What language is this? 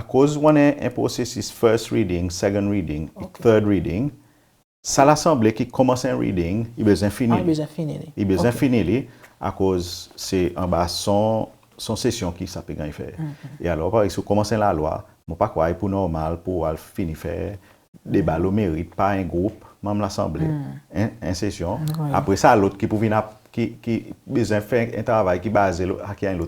Seselwa Creole French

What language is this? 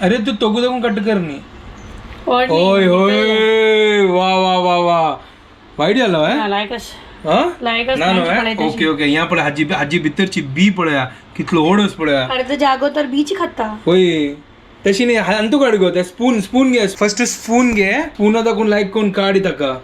Konkani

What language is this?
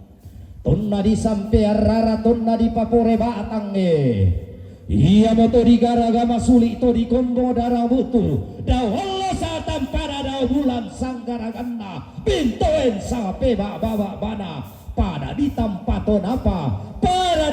Toraja-Sa'dan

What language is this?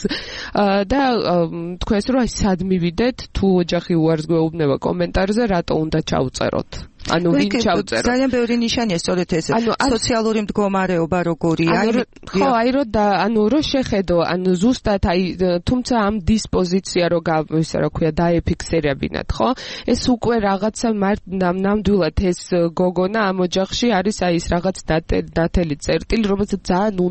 Georgian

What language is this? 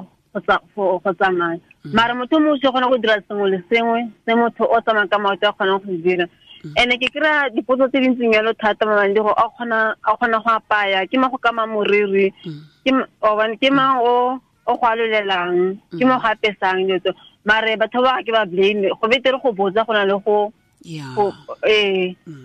Tswana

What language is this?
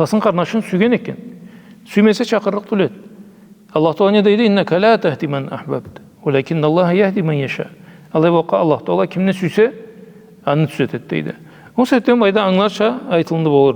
Karachay-Balkar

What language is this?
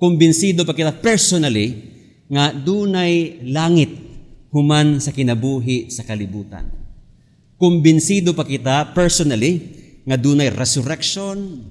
Cebuano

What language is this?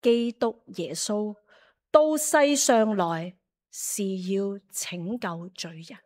Cantonese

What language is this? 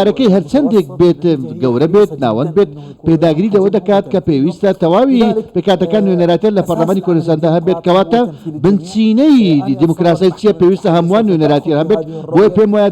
Central Kurdish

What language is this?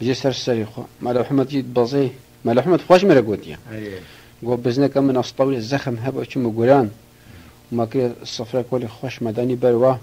Kurdish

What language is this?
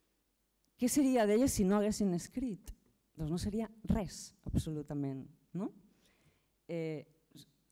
Catalan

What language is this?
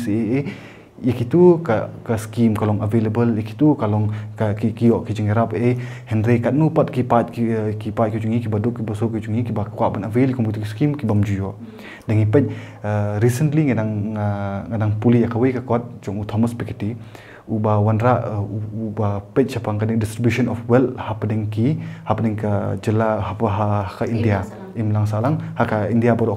Khasi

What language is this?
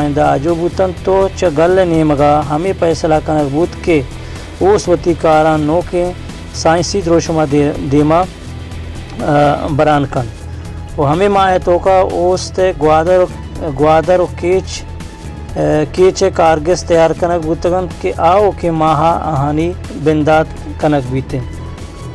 Baluchi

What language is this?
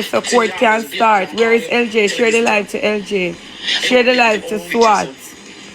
Jamaican Creole English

